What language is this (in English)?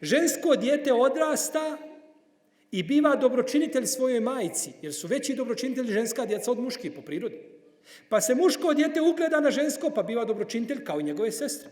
Bosnian